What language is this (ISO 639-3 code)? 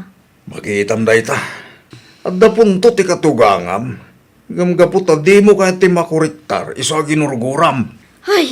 ilo